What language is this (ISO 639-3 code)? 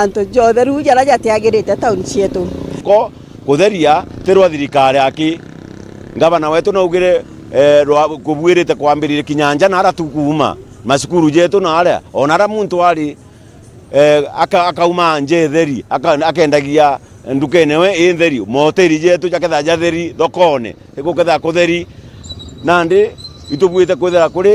mer